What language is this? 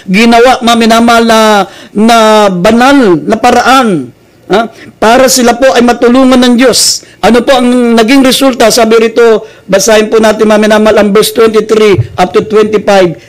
Filipino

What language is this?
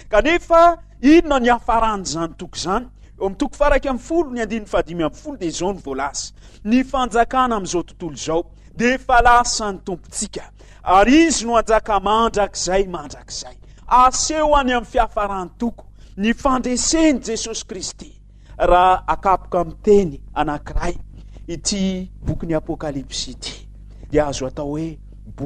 Malagasy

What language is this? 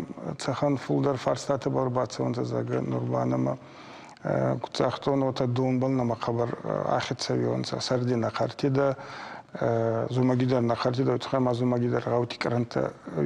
Ossetic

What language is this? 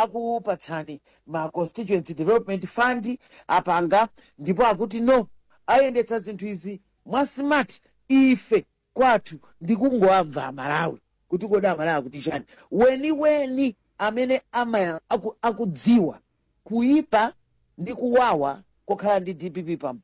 Nyanja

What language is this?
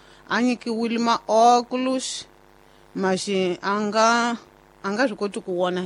Tsonga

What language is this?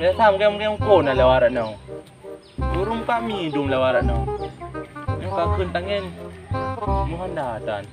Achinese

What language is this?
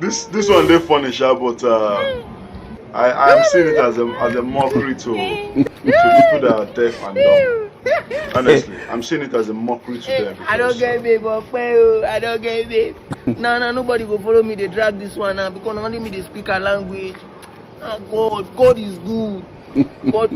Nigerian Pidgin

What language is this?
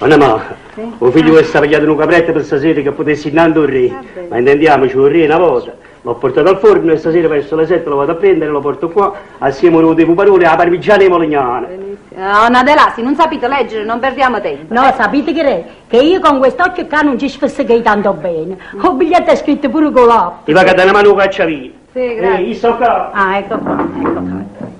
Neapolitan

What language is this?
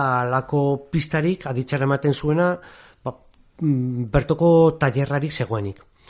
Basque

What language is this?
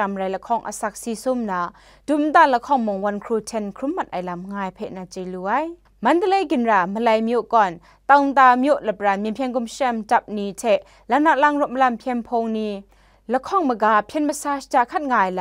Kachin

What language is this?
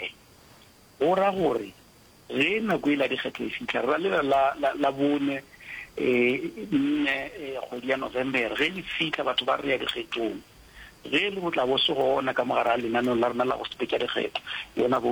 Northern Sotho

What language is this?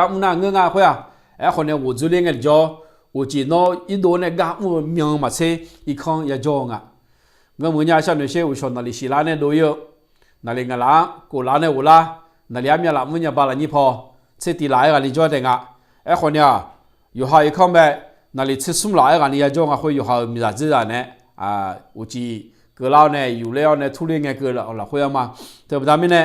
Akha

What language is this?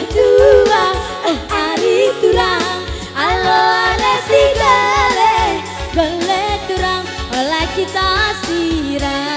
Batak Karo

